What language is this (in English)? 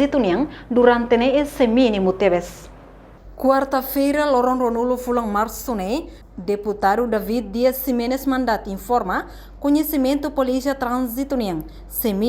Tetum